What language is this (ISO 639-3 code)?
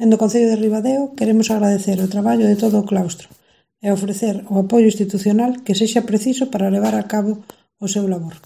glg